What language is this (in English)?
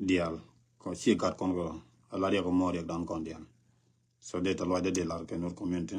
Nuer